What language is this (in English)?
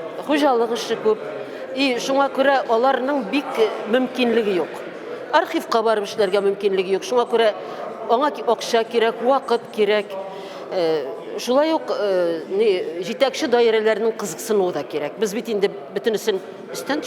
Tatar